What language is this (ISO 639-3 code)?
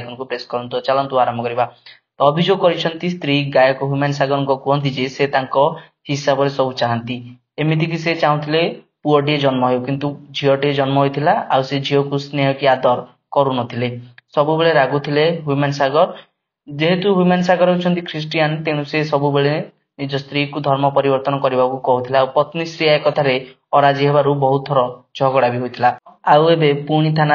ori